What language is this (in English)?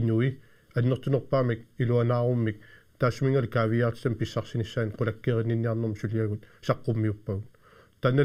Kalaallisut